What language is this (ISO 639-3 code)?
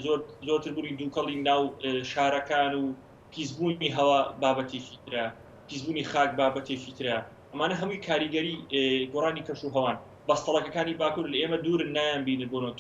ckb